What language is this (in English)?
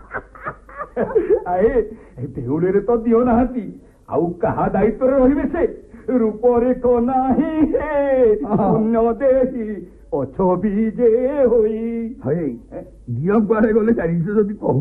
Odia